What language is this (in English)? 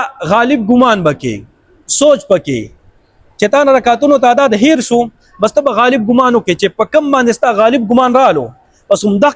Pashto